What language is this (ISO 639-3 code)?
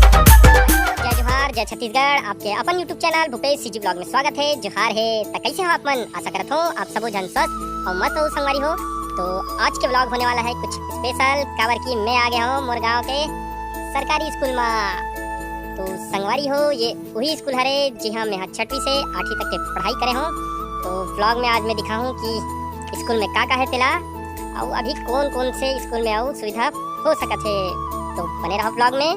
hne